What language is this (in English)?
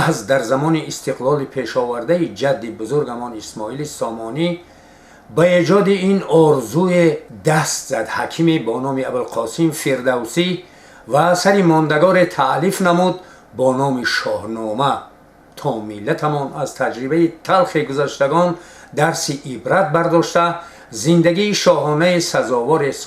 Tajik